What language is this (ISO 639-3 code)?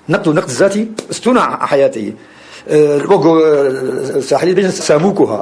kur